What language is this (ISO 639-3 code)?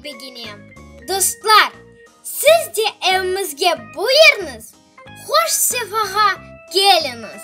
crh